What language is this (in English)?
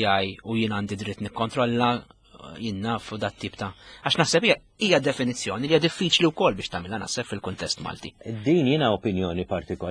Maltese